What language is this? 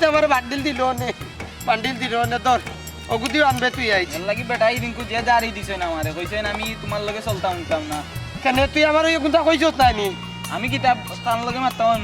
Sylheti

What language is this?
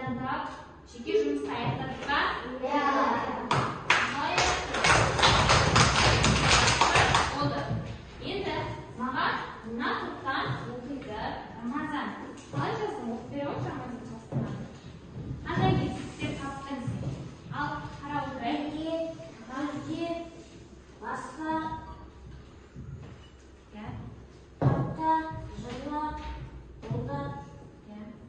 Kazakh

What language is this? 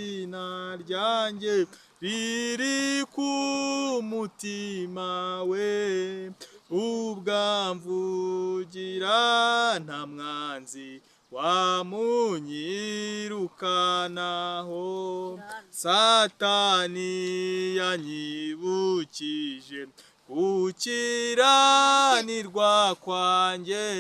Kinyarwanda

